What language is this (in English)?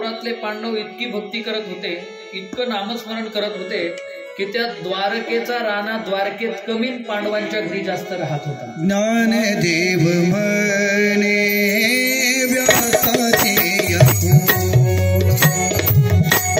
Marathi